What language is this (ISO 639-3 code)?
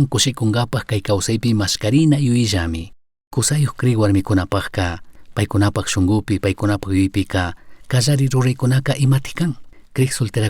qug